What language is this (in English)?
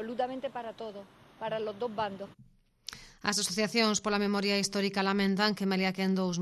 Galician